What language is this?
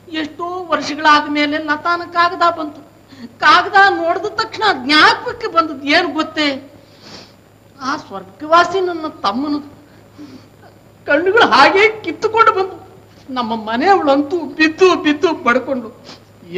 Kannada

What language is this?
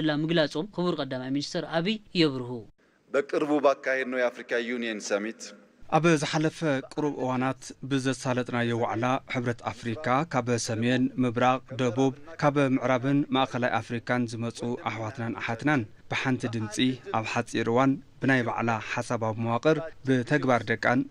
Tigrinya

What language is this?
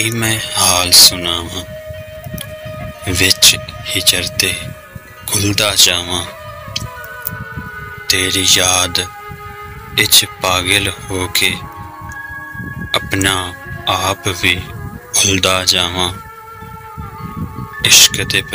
Punjabi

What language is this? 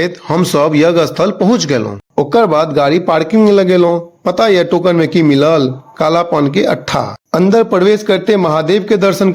Maithili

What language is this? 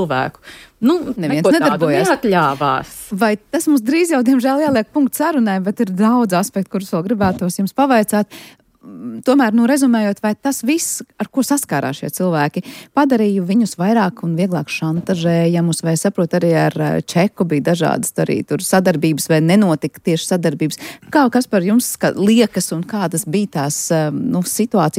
Latvian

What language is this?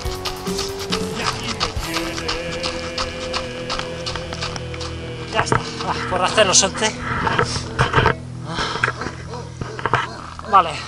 Spanish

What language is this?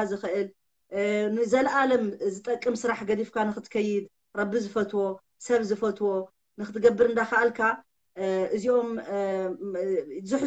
Tigrinya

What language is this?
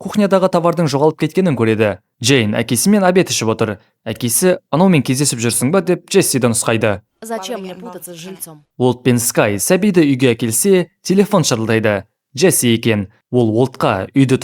Kazakh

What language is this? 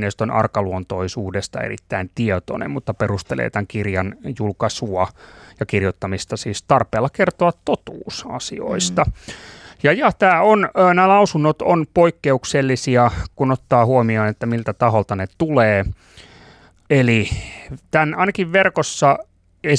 Finnish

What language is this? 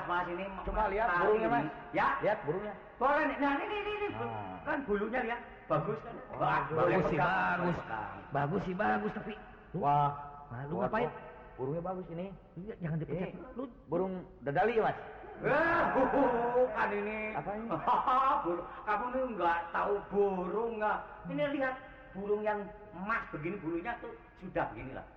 Indonesian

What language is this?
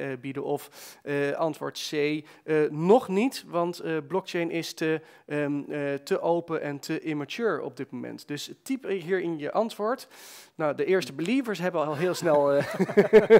Dutch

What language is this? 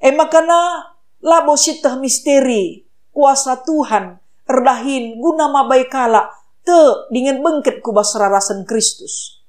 Batak Karo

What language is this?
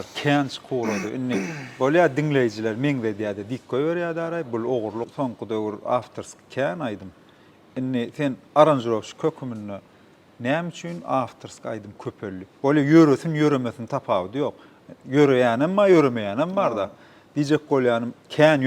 Turkmen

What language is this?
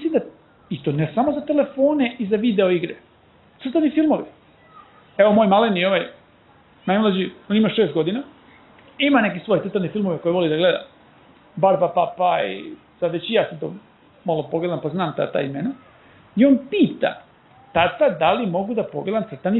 Serbian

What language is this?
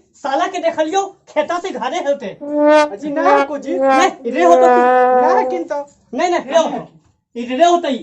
Magahi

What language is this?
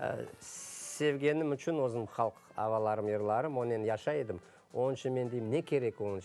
Crimean Tatar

